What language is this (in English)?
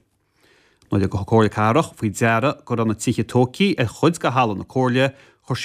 Irish